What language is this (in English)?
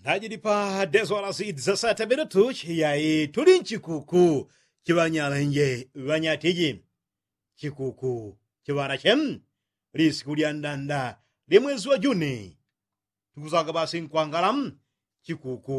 Yao